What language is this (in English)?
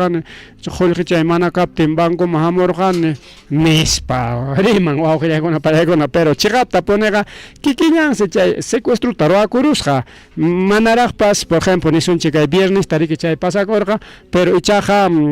Ayacucho Quechua